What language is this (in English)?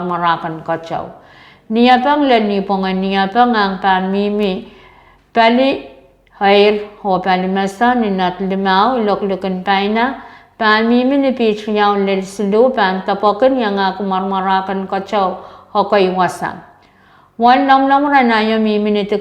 Pohnpeian